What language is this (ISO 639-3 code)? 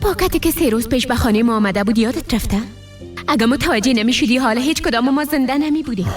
fas